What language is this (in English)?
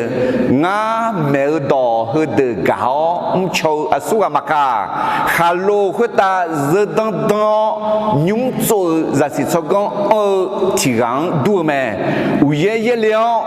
Akha